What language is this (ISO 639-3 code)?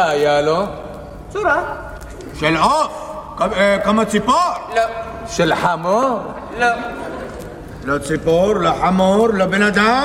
heb